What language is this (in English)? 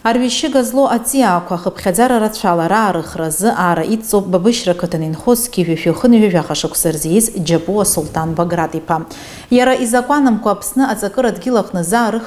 Abkhazian